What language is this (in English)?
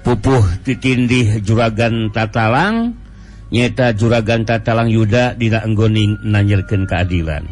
Sundanese